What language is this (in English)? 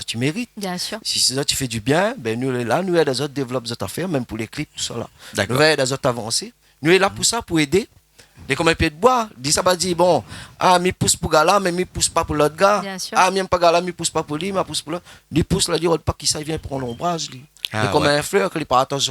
Réunion Creole French